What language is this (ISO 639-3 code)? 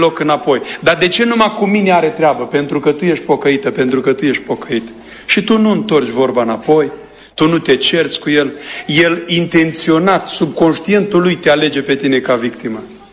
ron